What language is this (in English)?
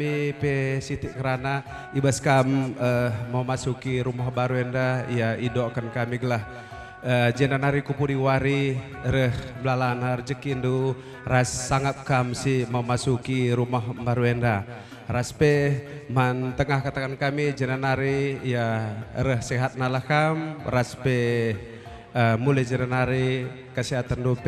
Batak Karo